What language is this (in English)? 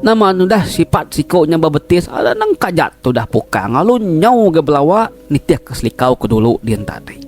Iban